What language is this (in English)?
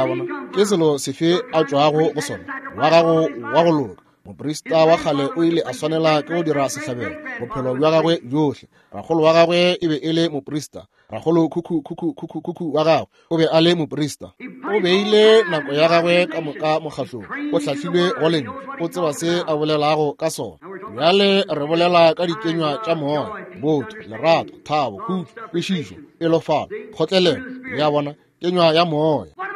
Northern Sotho